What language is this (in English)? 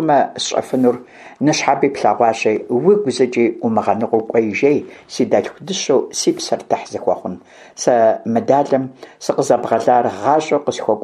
Kabardian